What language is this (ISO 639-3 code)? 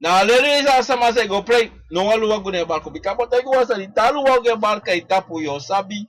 srn